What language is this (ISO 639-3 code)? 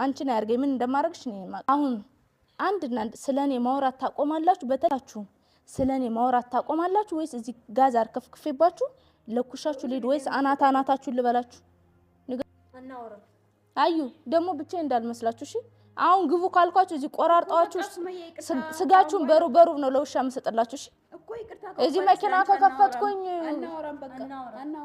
amh